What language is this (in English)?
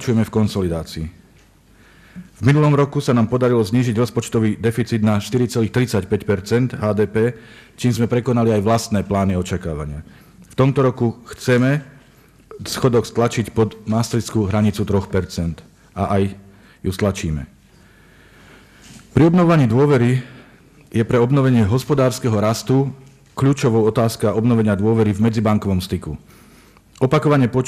Slovak